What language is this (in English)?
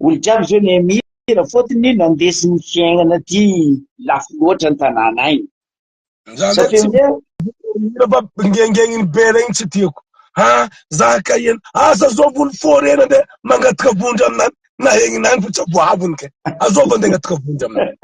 Malagasy